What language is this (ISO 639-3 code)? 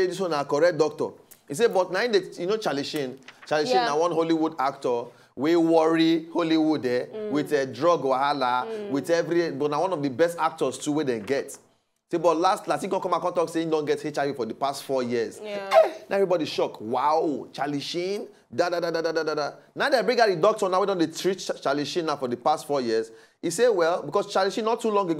pcm